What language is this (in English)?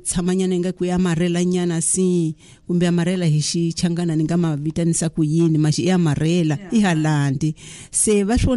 Tsonga